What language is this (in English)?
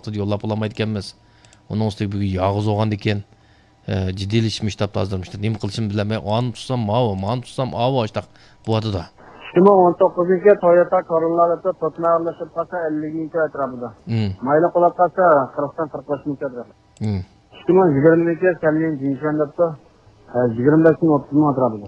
Uyghur